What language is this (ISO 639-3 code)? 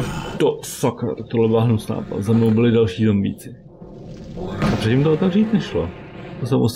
ces